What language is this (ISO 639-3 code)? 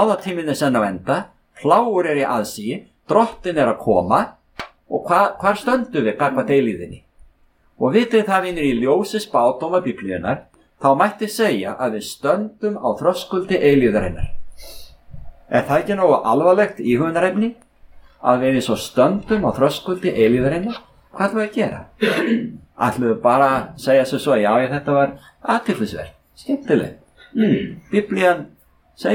isl